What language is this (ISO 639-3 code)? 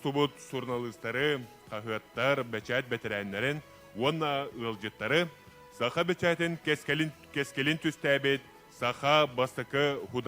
sah